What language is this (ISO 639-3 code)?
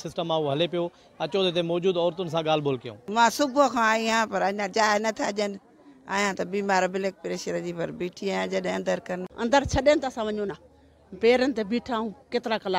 snd